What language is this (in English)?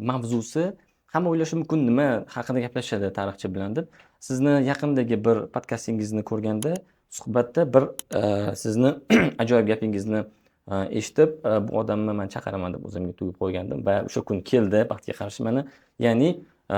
Uzbek